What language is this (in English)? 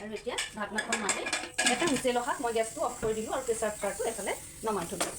Assamese